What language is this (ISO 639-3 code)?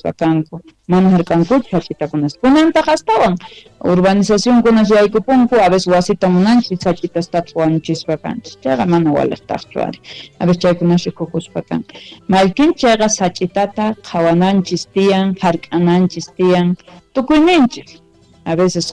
quh